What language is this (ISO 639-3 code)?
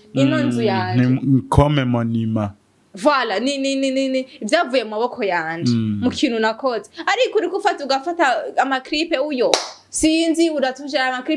run